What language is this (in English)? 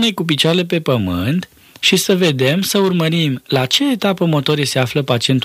Romanian